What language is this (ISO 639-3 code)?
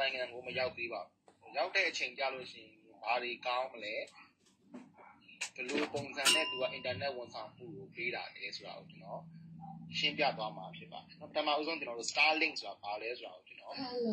mya